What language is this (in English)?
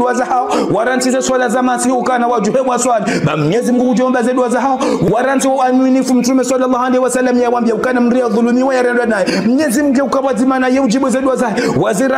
Ngazidja Comorian